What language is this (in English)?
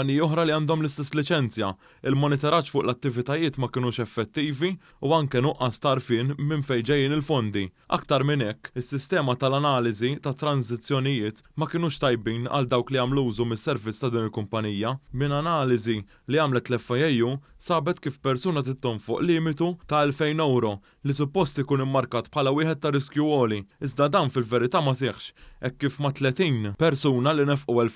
Maltese